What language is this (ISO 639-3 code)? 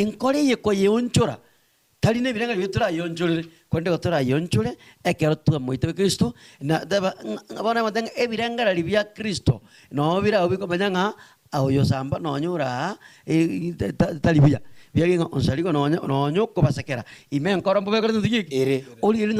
guz